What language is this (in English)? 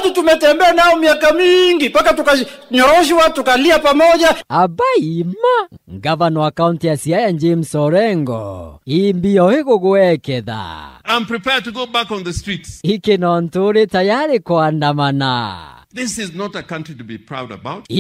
Swahili